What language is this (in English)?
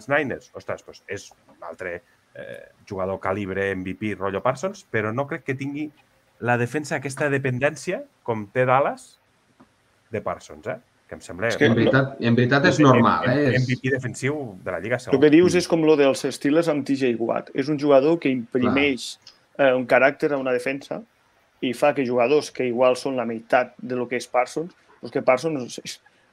Catalan